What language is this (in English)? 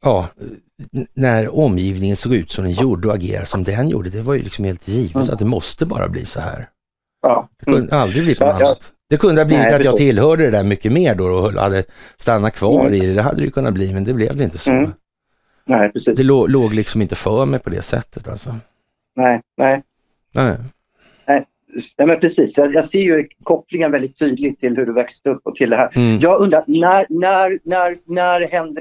Swedish